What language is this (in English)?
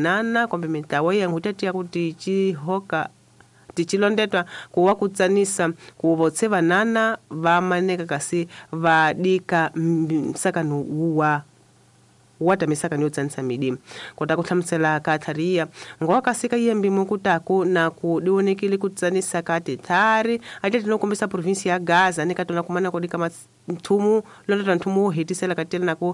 Tsonga